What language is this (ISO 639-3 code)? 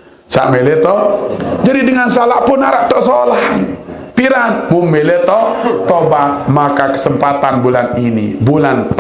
sas